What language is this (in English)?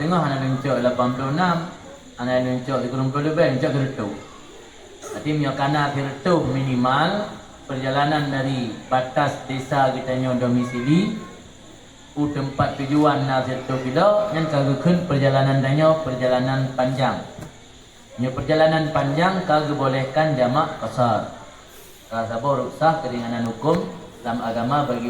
Achinese